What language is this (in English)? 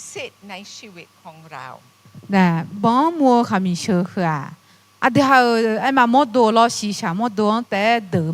Akha